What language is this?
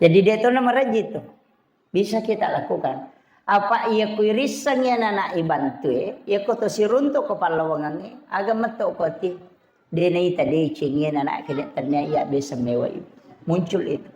Buginese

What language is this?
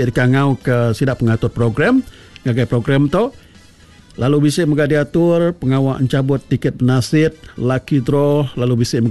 Iban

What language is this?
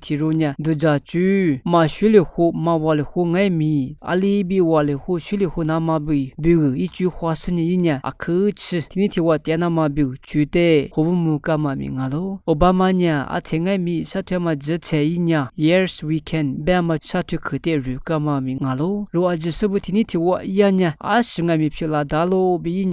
Lisu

